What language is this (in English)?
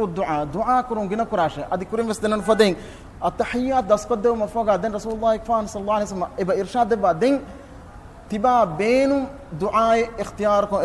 Divehi